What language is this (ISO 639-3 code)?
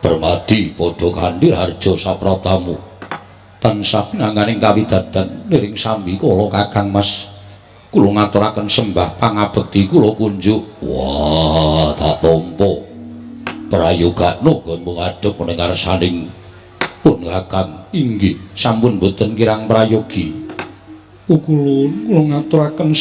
jav